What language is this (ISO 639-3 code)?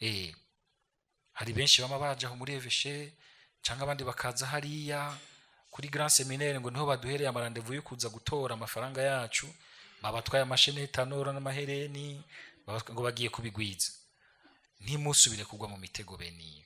run